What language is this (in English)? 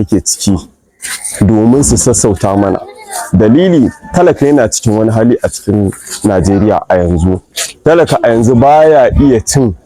Hausa